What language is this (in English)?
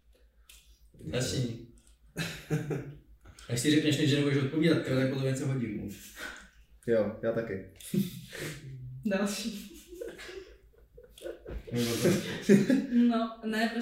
Czech